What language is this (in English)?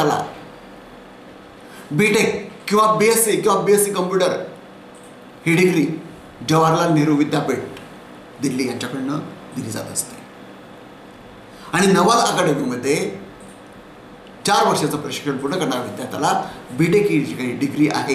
Marathi